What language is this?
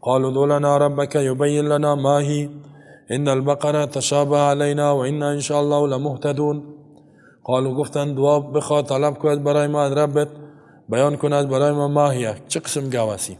Persian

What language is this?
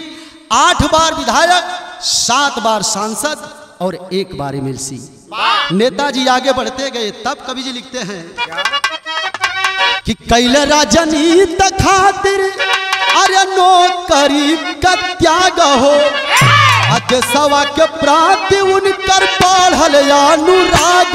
Bhojpuri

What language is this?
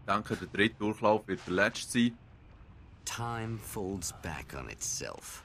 Swiss German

